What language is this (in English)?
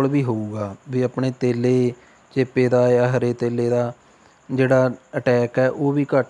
Punjabi